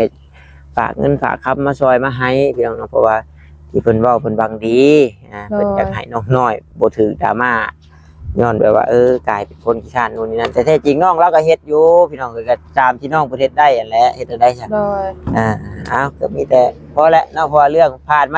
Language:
Northeastern Thai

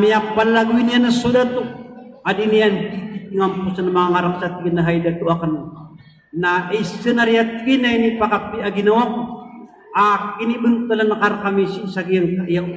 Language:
Maranao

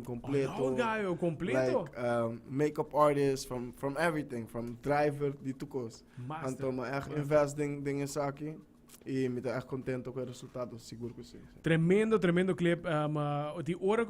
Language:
Papiamento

